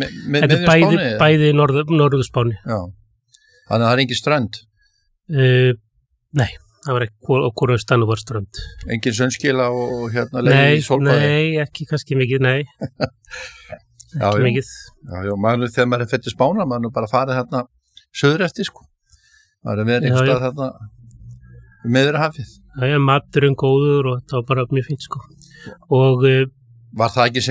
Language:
Icelandic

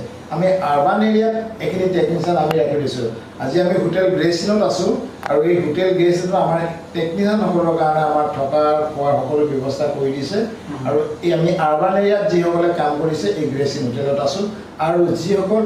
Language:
Assamese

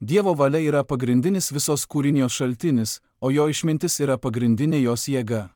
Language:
Lithuanian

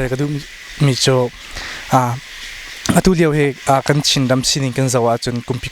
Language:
Hakha Chin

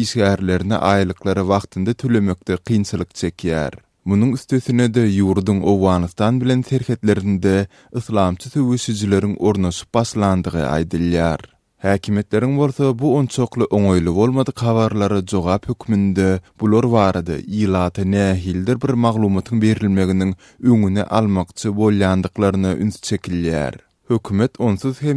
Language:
Turkmen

